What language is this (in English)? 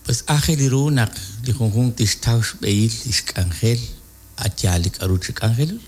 Kekchí